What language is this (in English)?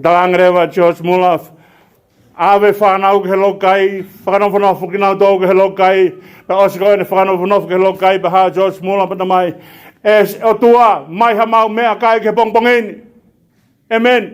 Tongan